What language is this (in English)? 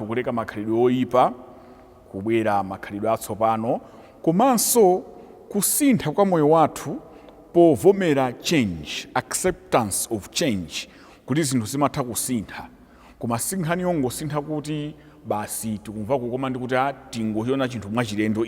Nyanja